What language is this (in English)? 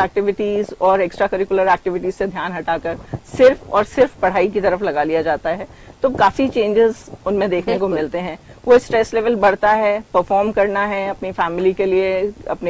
Hindi